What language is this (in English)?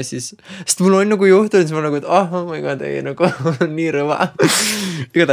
Estonian